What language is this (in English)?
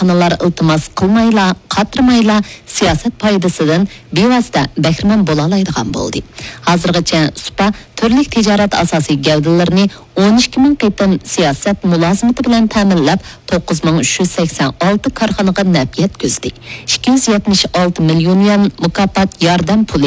Uyghur